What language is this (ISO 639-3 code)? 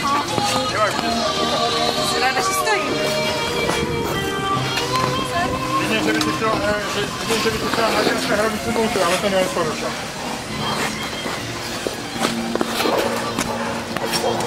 slk